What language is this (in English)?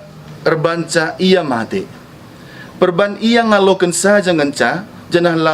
Batak Karo